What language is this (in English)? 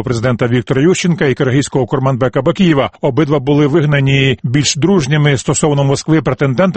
Ukrainian